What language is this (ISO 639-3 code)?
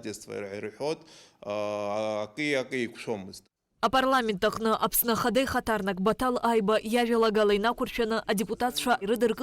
abk